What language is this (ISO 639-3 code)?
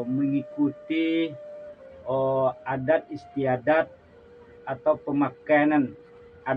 min